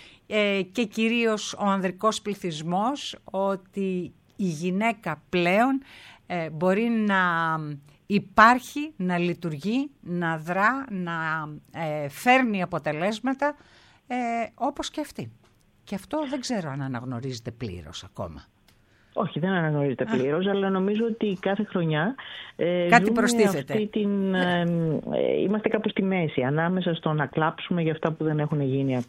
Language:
Greek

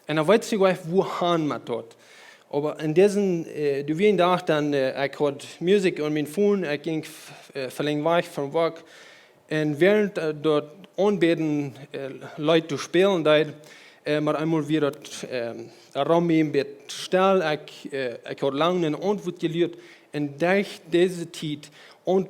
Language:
Plautdietsch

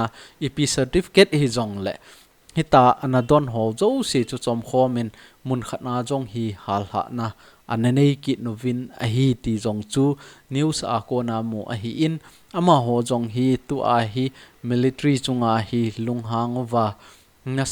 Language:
Thado Chin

